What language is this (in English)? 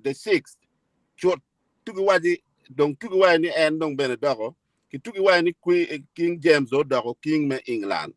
Acoli